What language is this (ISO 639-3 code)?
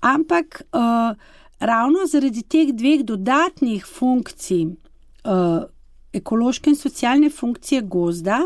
slv